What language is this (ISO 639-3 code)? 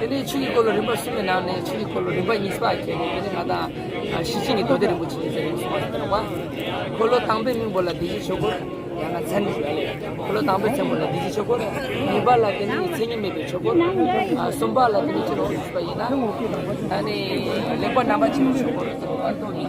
bod